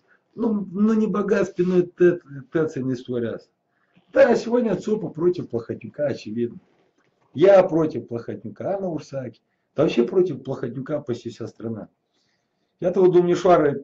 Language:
Russian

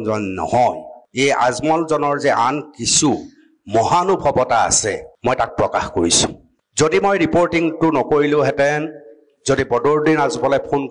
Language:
Assamese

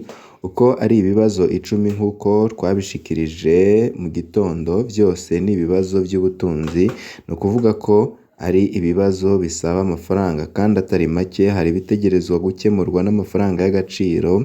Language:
Rundi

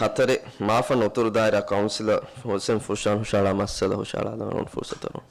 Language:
Divehi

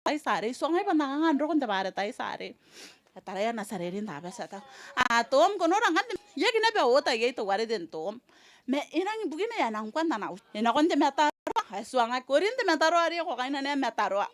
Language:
Gilbertese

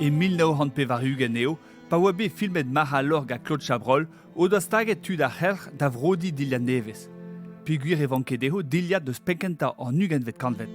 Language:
Breton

